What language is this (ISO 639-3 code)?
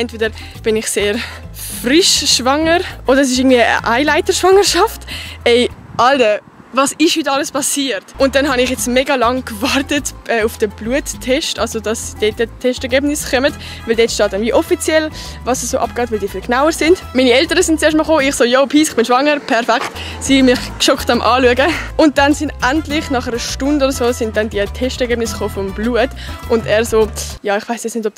gsw